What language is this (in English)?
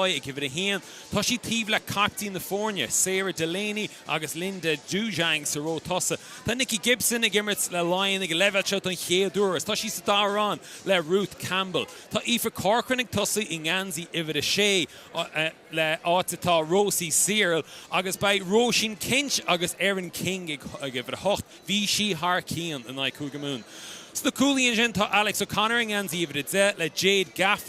Irish